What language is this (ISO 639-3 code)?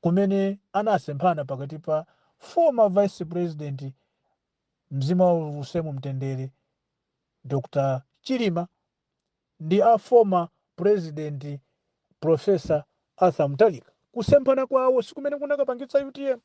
nya